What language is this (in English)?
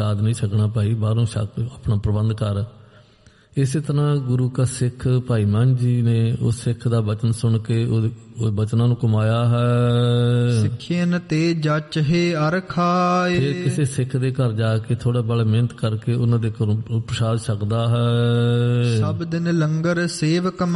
Punjabi